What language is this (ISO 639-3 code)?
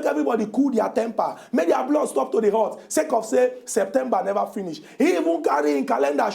pcm